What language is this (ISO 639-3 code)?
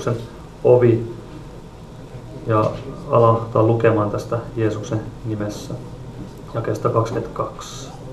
fin